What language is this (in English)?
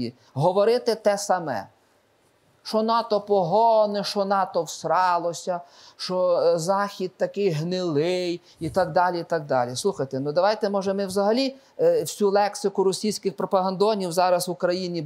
Ukrainian